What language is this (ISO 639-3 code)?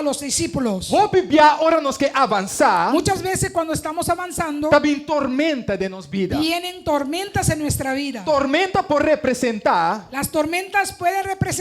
pap